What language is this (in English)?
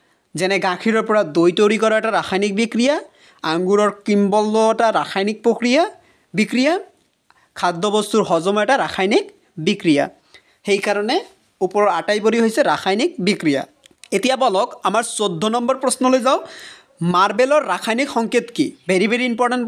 Assamese